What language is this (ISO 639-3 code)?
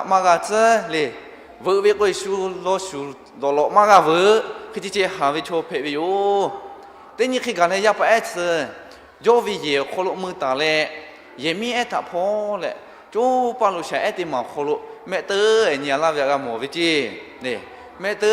lhu